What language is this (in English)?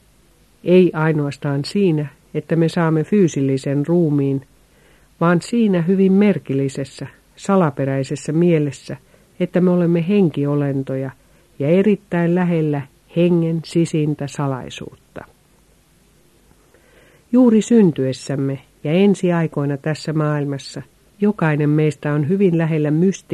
Finnish